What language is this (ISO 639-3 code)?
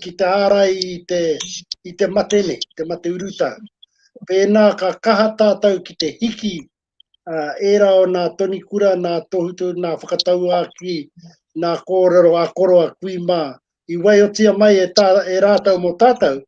mri